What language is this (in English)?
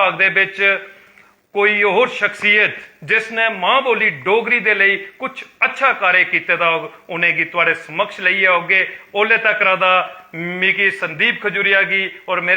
Dogri